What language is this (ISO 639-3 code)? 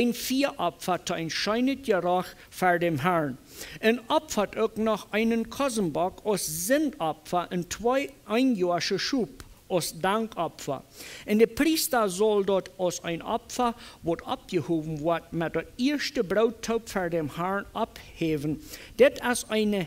pdt